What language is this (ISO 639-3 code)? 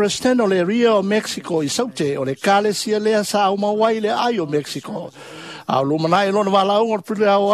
smo